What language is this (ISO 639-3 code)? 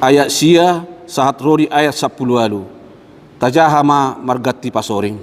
bbc